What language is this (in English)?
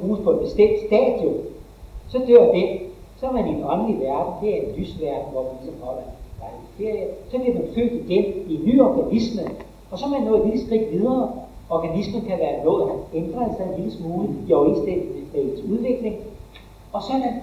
Danish